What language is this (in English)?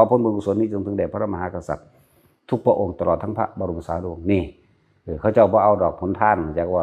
Northeastern Thai